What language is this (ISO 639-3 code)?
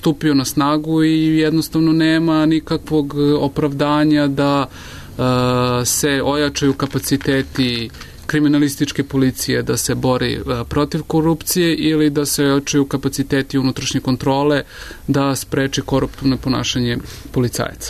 srp